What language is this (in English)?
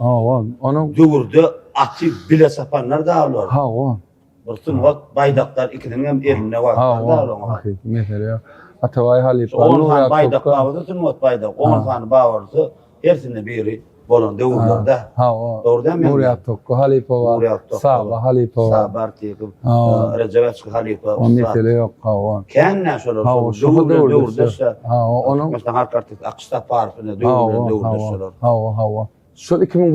Turkmen